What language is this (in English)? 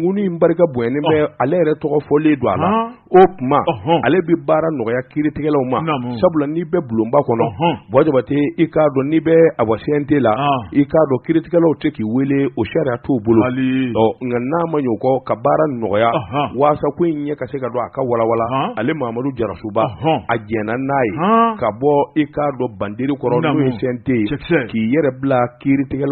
Bambara